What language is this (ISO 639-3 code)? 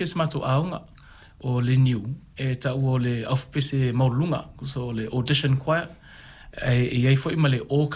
smo